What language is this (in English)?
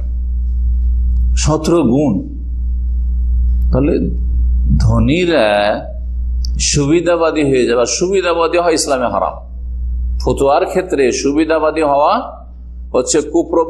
Bangla